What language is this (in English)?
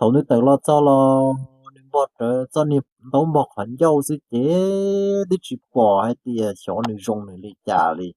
Hmong